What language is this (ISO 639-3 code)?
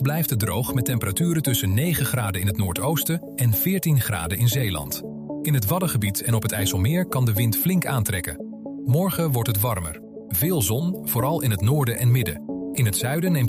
nld